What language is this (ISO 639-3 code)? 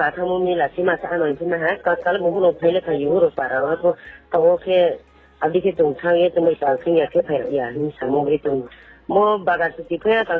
ria